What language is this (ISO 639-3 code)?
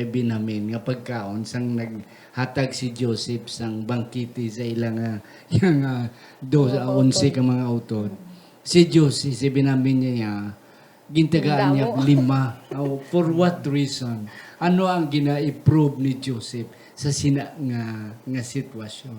hil